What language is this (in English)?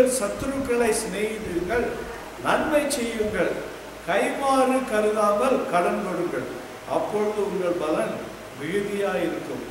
Tamil